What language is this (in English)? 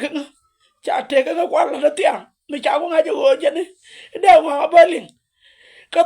Nuer